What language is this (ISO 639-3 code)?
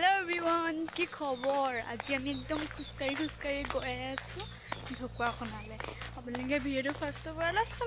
asm